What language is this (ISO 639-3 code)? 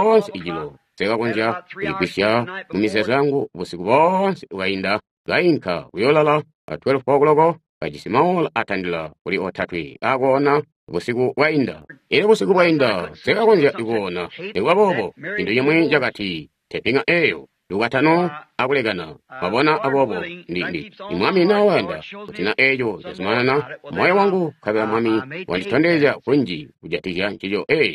toi